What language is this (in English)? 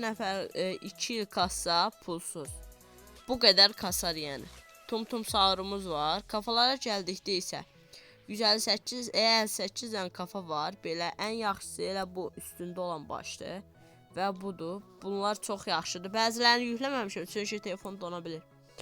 Azerbaijani